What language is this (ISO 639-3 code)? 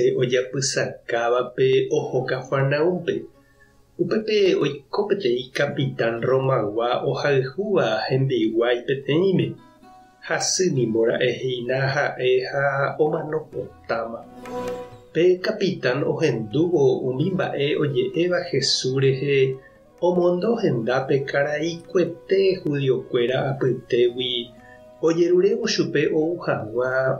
grn